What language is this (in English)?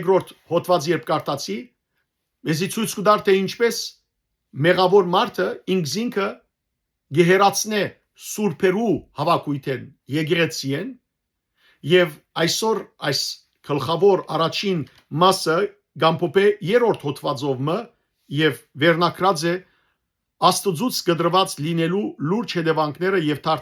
Western Armenian